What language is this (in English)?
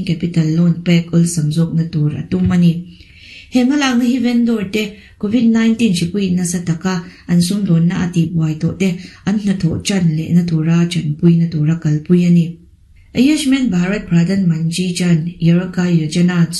Mizo